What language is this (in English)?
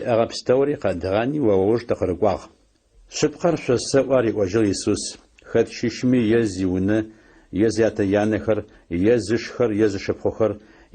Adyghe